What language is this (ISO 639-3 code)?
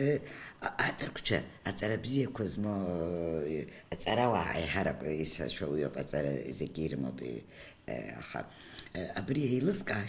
abk